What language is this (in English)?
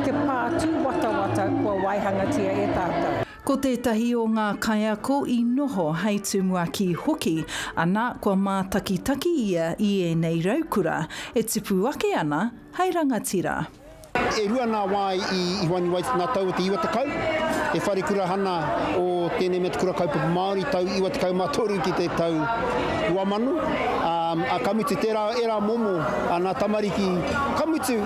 Māori